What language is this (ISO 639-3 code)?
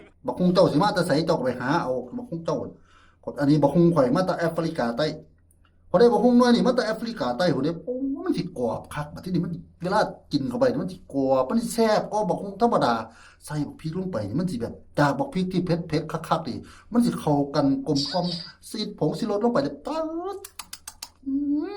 tts